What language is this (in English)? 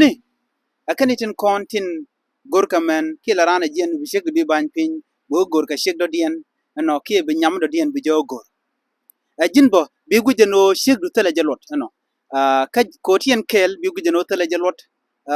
Nuer